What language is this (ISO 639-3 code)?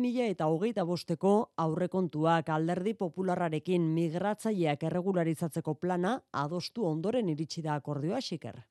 eus